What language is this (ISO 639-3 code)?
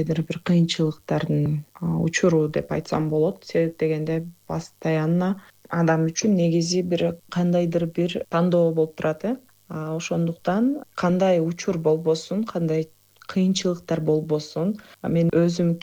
kir